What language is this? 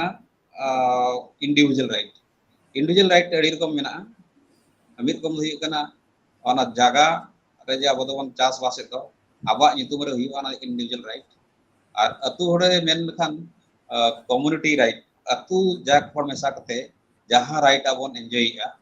Santali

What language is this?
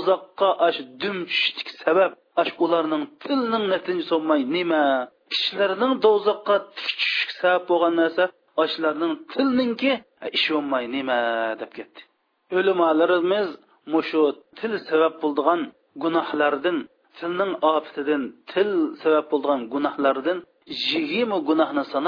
Uyghur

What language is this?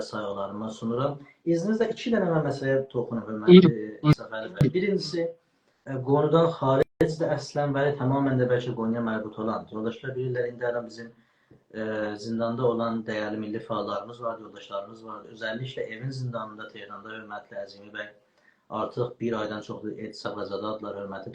South Azerbaijani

